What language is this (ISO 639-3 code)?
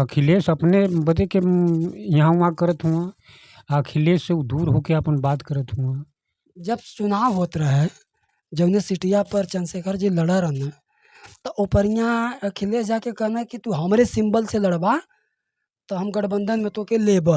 bho